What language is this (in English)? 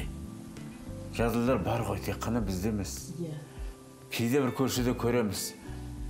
Kazakh